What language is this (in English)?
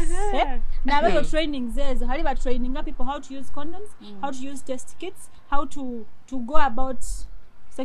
Nyoro